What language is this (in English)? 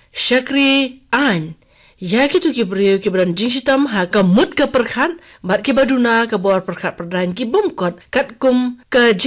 Khasi